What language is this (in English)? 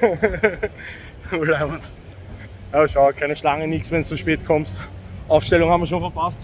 Bavarian